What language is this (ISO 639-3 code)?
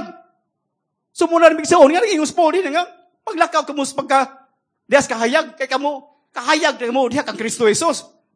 ceb